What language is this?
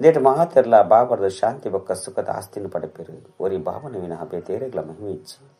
Tulu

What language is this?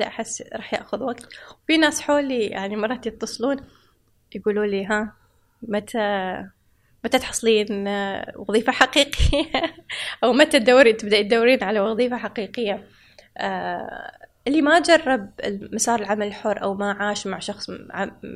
Gulf Arabic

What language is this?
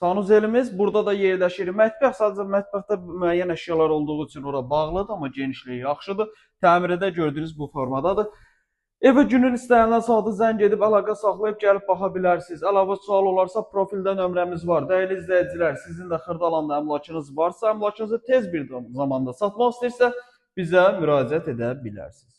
Azerbaijani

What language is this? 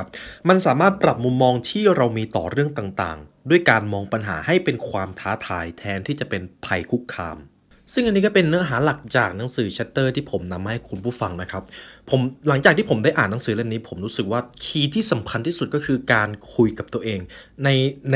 Thai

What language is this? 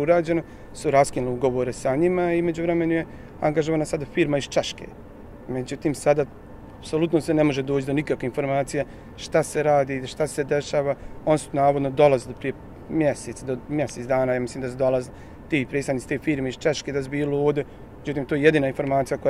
Bosnian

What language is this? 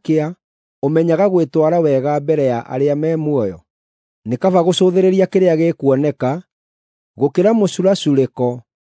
Kikuyu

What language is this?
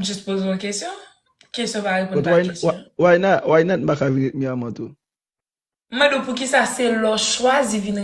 Haitian Creole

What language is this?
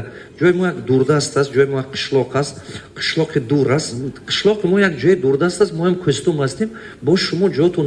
Tajik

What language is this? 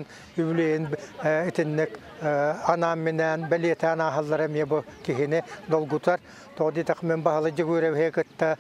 Yakut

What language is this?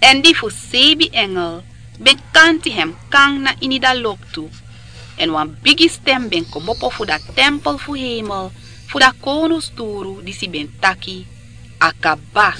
Sranan Tongo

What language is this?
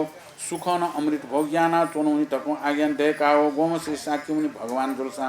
Newari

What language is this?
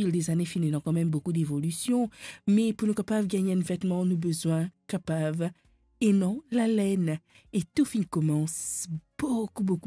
Morisyen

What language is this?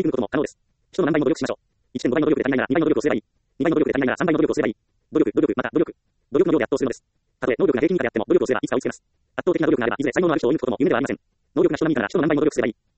Japanese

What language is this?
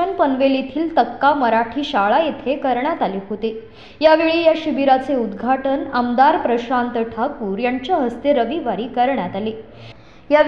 Marathi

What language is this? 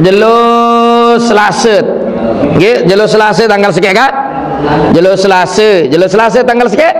Sasak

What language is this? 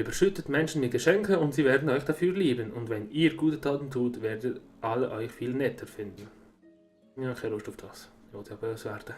Swiss German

